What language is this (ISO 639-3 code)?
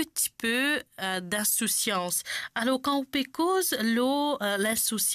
mfe